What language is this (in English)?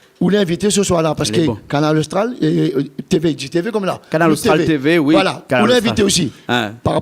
Réunion Creole French